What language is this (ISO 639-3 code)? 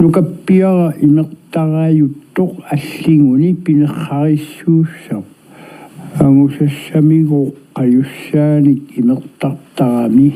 kal